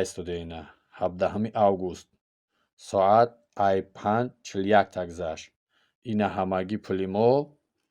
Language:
Tajik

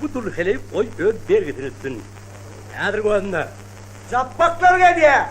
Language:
Turkmen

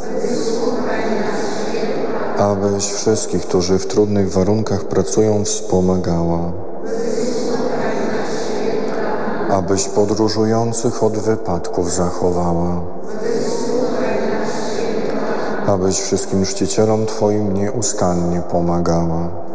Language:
Polish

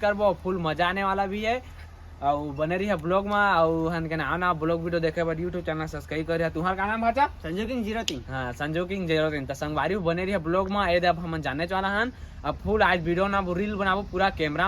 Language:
Chhattisgarhi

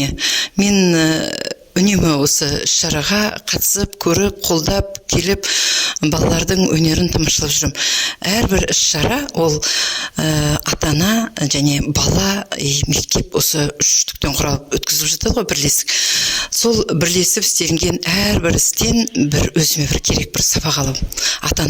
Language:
Kazakh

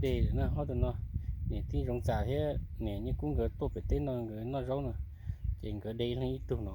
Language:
Hmong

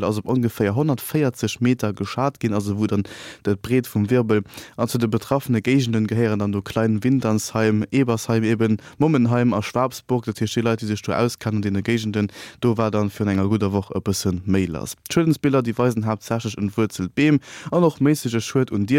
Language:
Luxembourgish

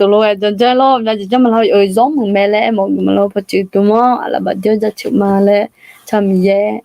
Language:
Akha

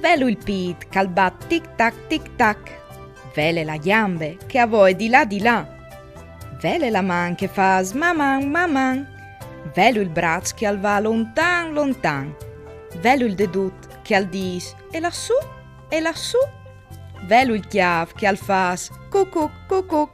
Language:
Friulian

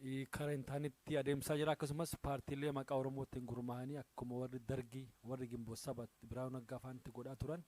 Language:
Oromo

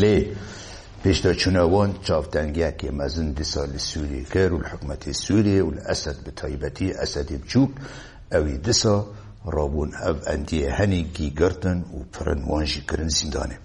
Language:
Kurdish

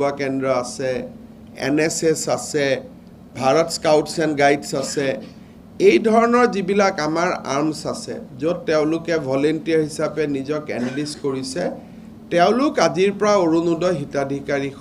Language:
Assamese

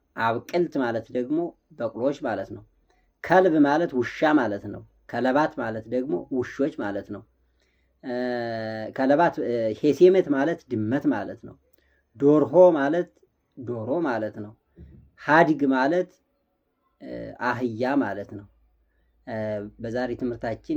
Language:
Amharic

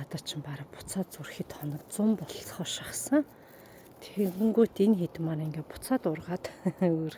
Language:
Mongolian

